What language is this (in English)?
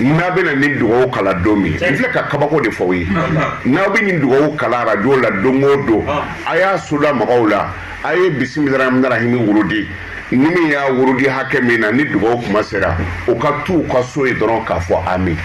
Bambara